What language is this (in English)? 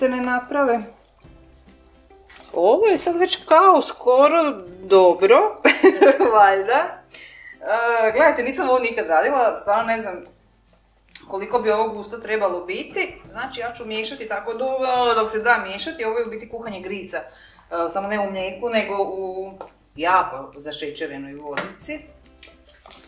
Croatian